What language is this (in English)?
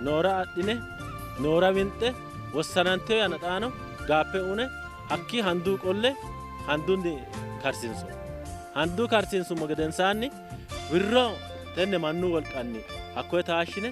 Sidamo